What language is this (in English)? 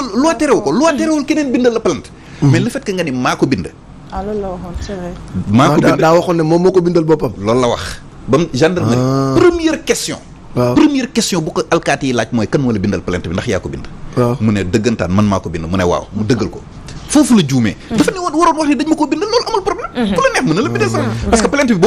Wolof